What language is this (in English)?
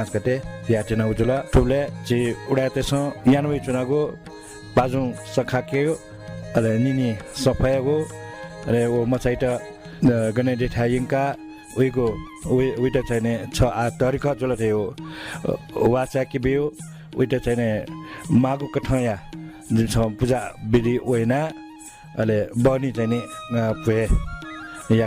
Newari